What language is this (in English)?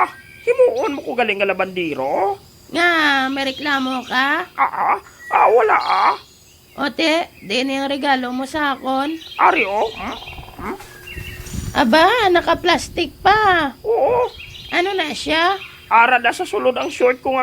Hiligaynon